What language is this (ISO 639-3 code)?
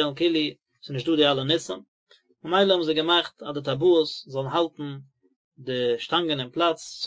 yid